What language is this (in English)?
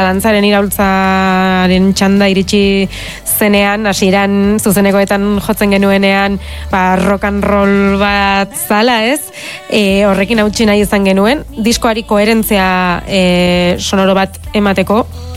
Basque